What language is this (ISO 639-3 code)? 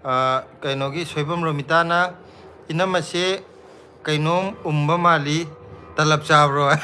mni